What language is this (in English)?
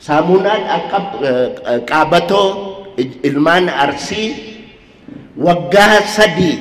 Oromo